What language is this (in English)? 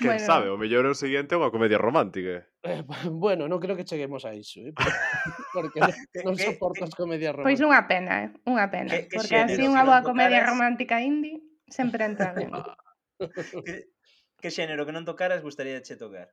Galician